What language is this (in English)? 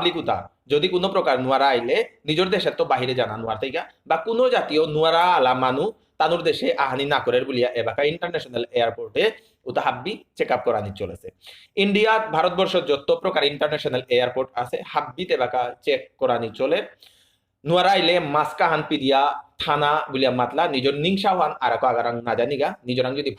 Bishnupriya